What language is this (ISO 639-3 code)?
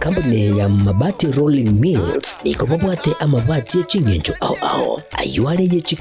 guz